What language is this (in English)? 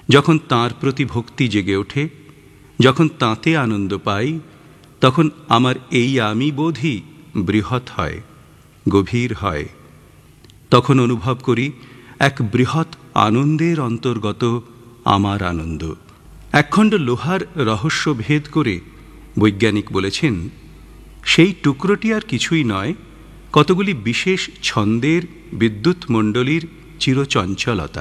Bangla